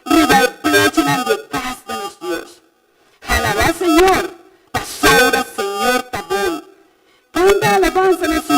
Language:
Papiamento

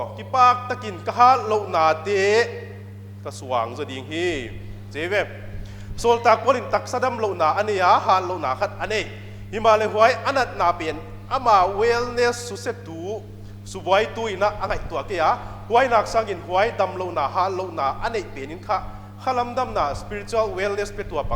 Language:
Paite Chin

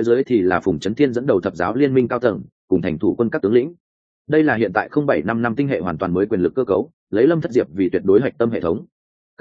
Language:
Vietnamese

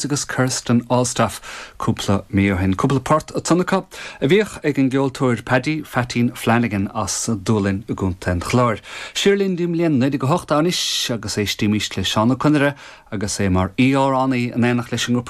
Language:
Irish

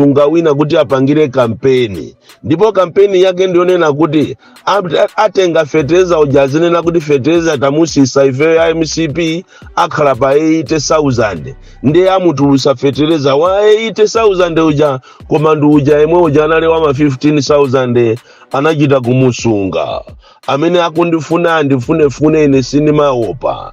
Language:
Nyanja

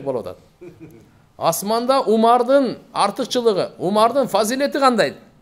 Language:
Kyrgyz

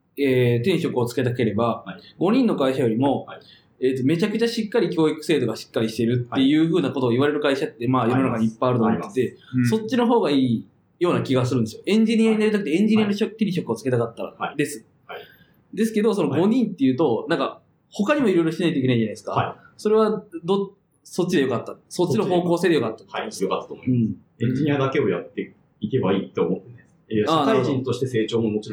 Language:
Japanese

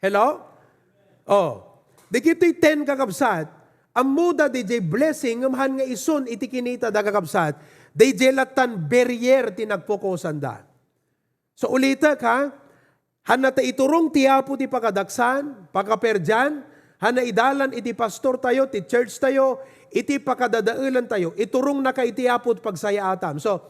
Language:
Iloko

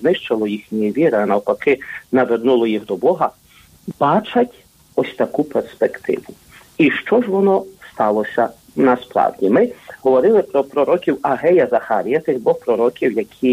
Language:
Ukrainian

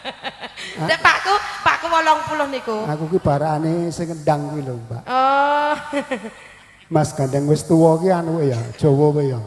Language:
Javanese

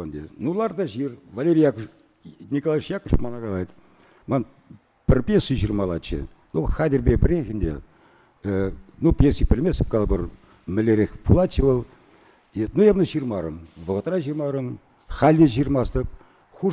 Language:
Chuvash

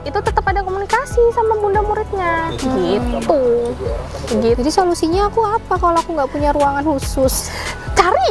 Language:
Indonesian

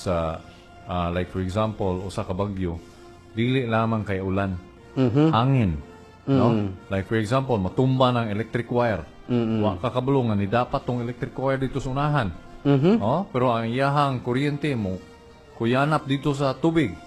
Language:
Cebuano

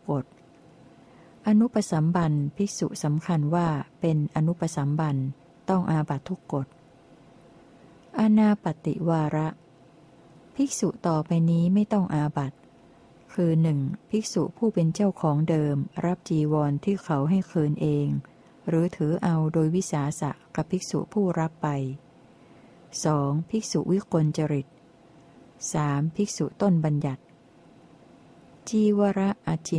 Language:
Thai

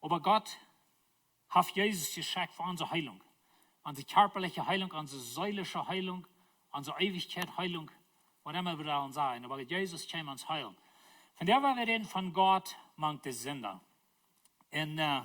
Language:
Plautdietsch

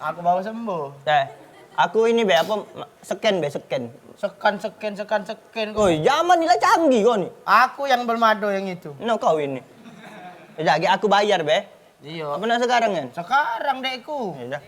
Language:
Musi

